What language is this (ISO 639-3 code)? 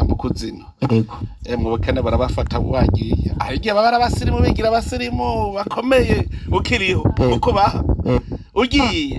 run